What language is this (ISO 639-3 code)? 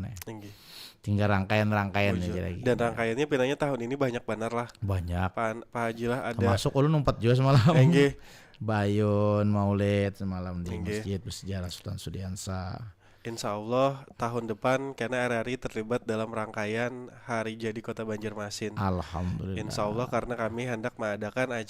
bjn